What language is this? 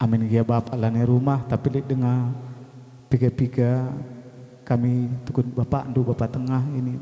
Batak Karo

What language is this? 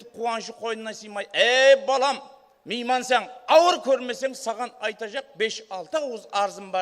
Kara-Kalpak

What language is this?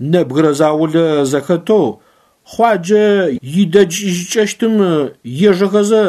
Adyghe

